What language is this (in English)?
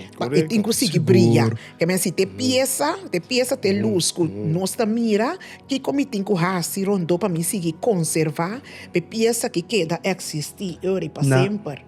Papiamento